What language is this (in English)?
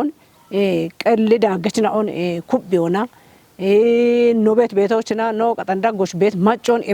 Kafa